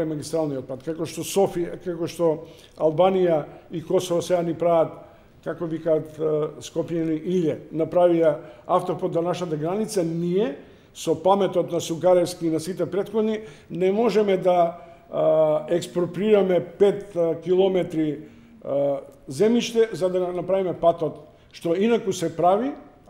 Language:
Macedonian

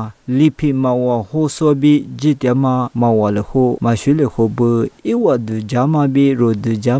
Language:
Lisu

